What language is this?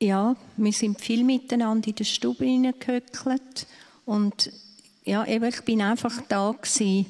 Swiss German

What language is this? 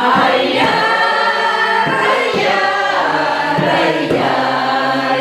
Chuvash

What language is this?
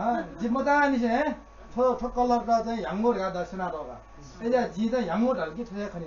Newari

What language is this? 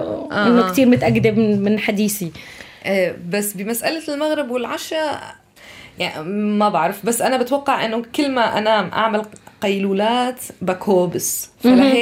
North Levantine Arabic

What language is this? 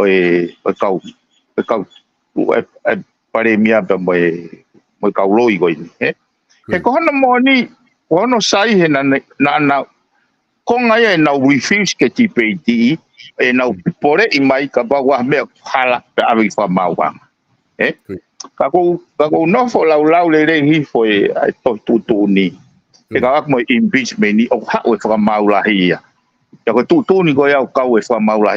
Tongan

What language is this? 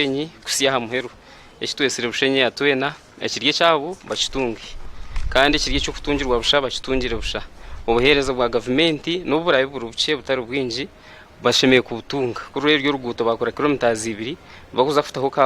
Nyankole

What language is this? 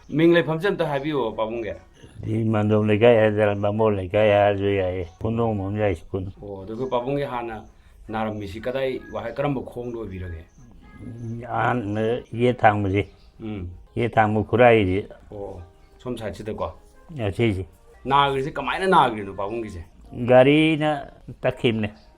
Manipuri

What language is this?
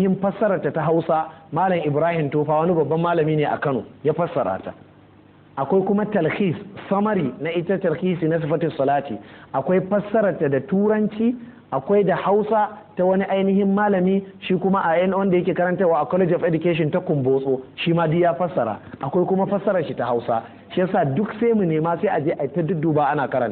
Hausa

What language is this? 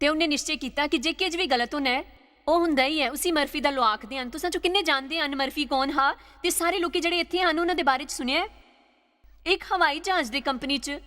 Dogri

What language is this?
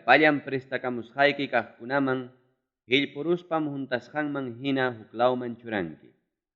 Ayacucho Quechua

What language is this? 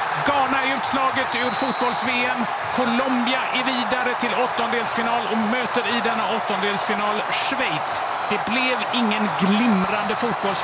Swedish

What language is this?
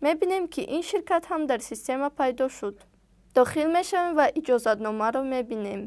Tajik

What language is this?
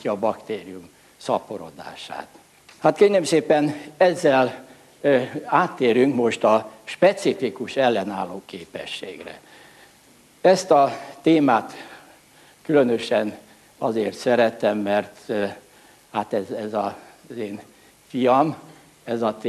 Hungarian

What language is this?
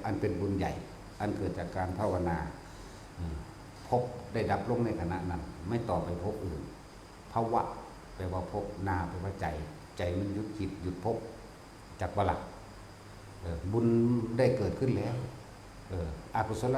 Northeastern Thai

